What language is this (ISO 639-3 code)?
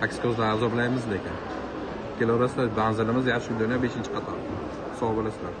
uzb